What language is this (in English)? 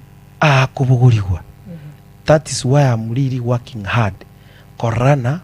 Gusii